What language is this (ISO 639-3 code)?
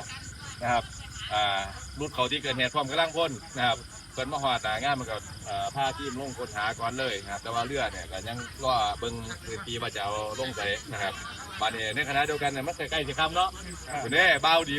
tts